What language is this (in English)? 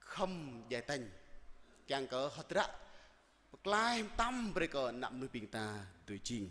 Jarai